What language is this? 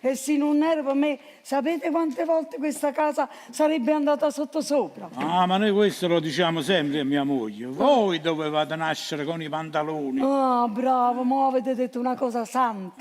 Neapolitan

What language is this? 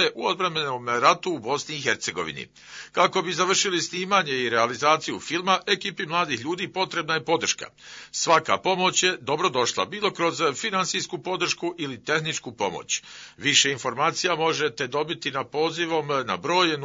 Bosnian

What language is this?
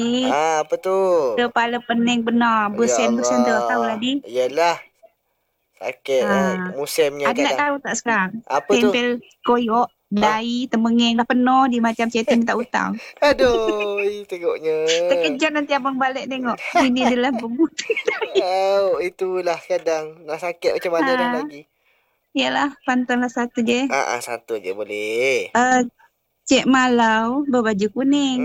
Malay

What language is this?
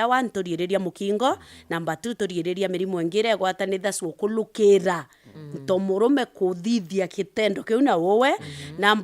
Meru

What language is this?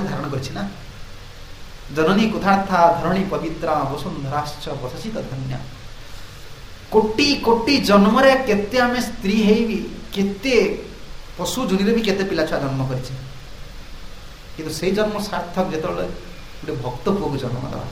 Odia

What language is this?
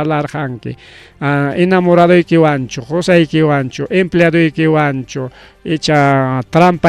Ayacucho Quechua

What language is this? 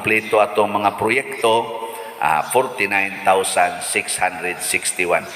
Cebuano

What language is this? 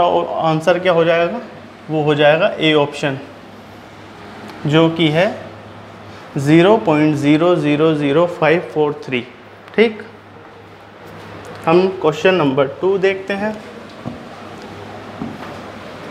Hindi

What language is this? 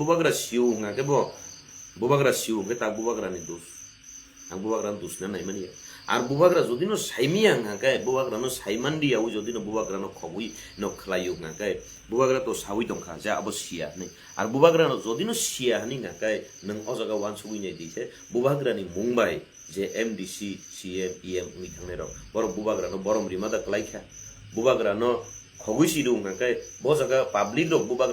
Kok Borok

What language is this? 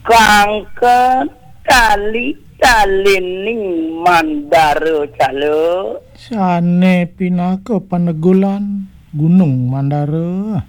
Balinese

